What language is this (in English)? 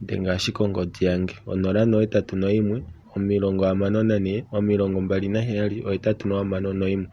Kuanyama